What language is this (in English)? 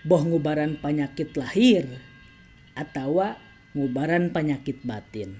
Sundanese